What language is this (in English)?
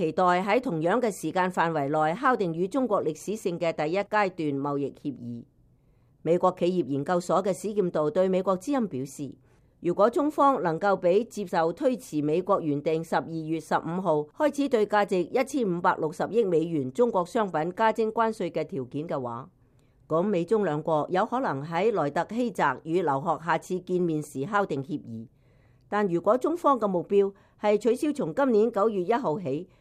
Cantonese